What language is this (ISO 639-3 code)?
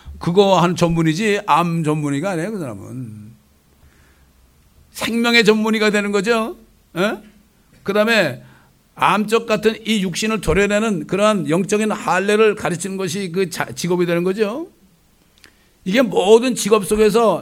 kor